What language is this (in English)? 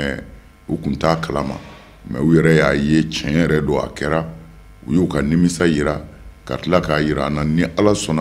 Bambara